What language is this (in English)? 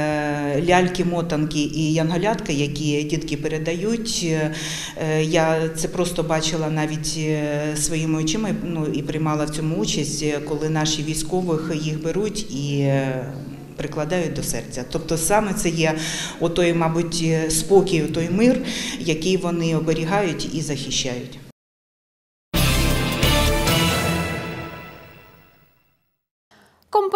Ukrainian